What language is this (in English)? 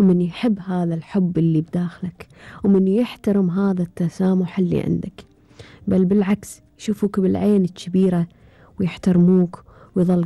Gulf Arabic